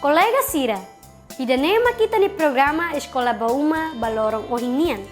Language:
Tetum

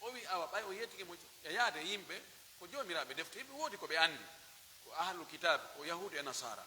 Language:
Pular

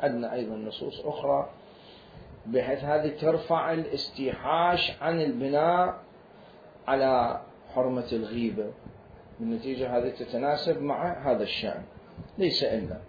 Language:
Mesopotamian Arabic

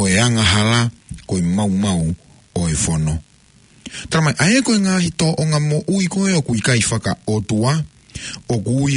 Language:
Tongan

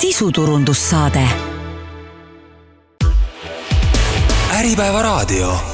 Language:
Estonian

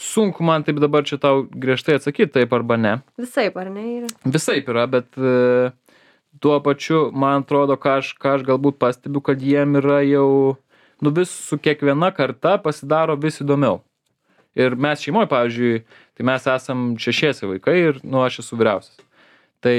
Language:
Lithuanian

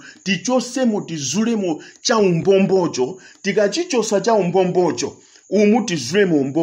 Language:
Nyanja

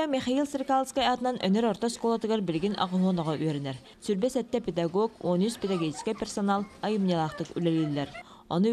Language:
Yakut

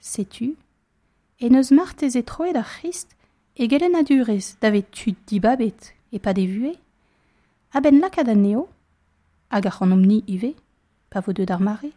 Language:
Breton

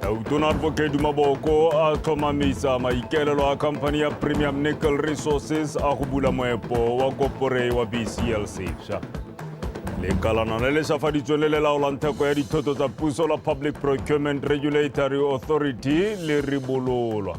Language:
Tswana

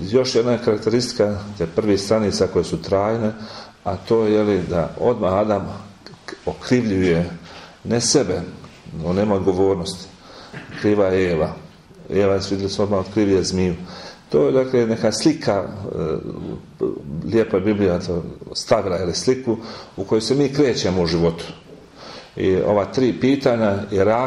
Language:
Croatian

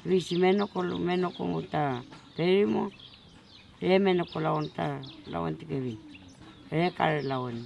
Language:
Mapuche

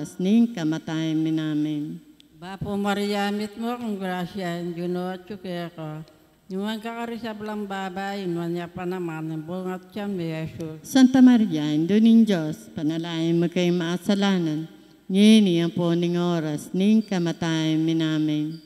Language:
Pampanga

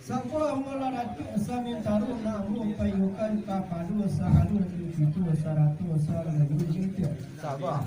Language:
Minangkabau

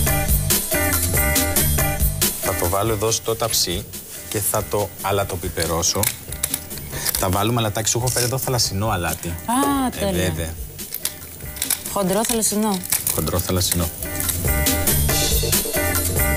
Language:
Greek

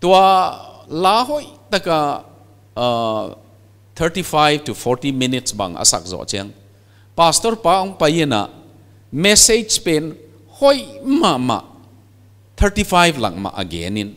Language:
Paite Chin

